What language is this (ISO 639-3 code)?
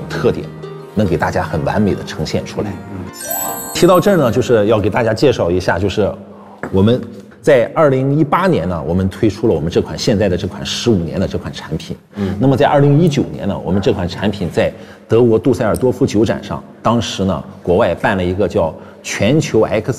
zho